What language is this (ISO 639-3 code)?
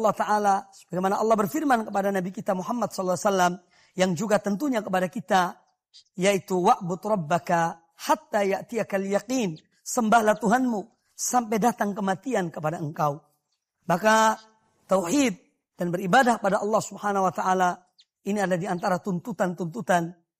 ind